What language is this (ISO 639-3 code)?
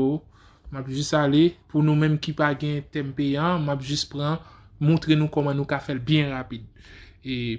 hat